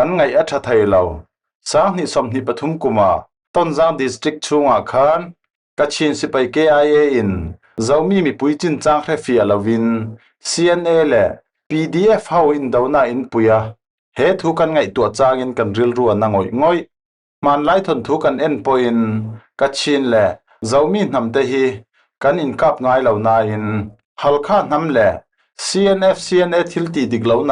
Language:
Falam Chin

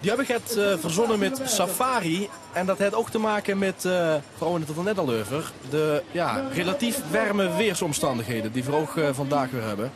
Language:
Limburgish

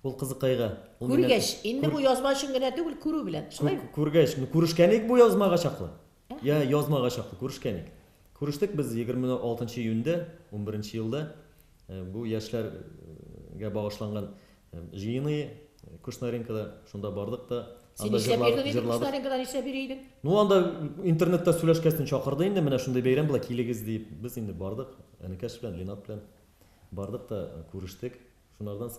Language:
Tatar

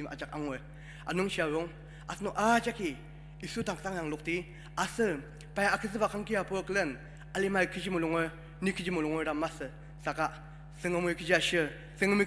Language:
Ao Naga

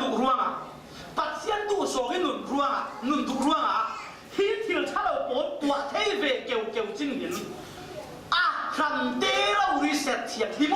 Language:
Falam Chin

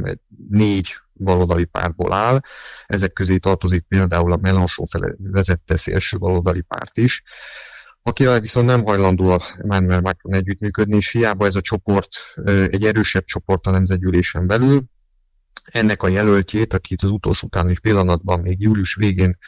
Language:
Hungarian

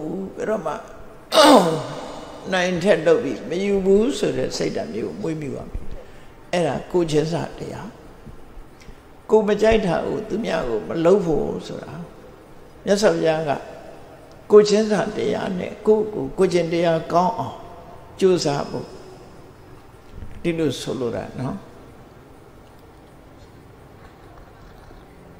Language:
Burmese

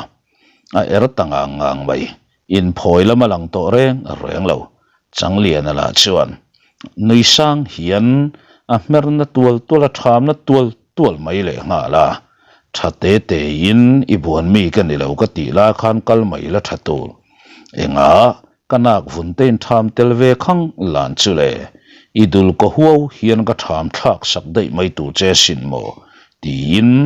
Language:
Mizo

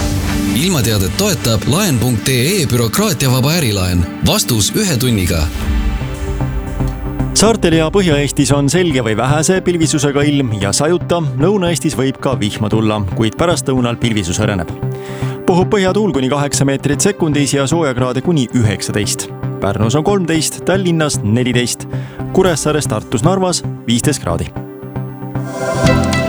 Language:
Estonian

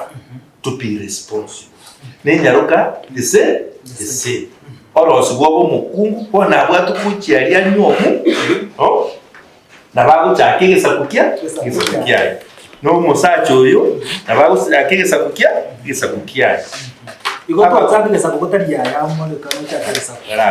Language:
Gusii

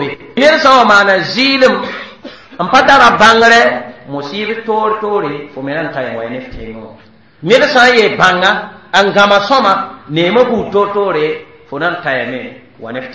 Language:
Mossi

